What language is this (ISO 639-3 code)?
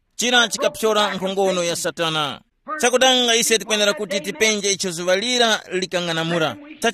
tum